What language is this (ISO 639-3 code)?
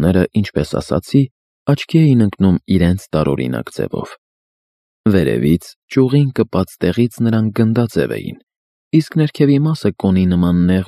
hye